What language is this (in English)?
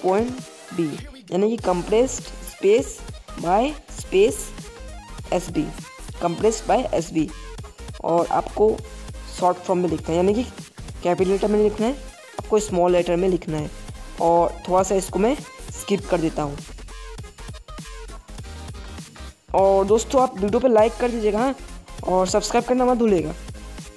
Hindi